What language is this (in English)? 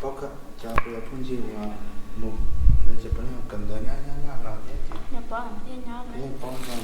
Hmong